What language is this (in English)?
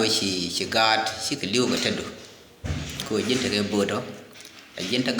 Nuer